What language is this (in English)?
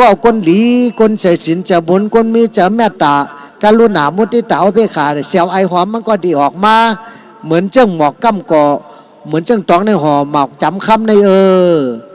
Shan